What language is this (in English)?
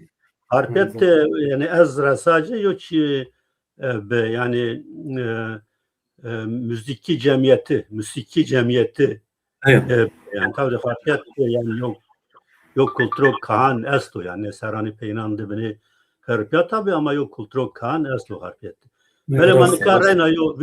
Zaza